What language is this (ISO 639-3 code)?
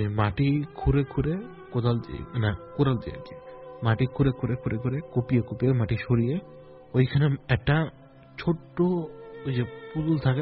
ben